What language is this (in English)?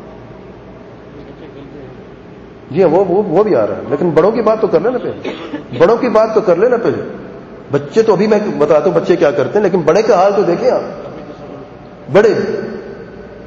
Urdu